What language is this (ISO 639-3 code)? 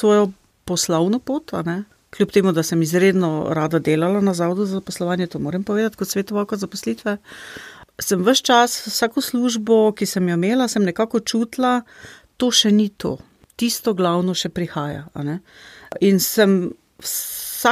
slv